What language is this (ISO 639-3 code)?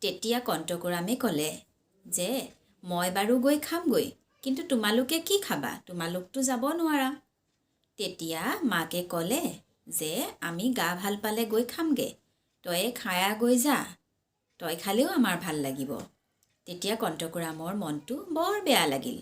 asm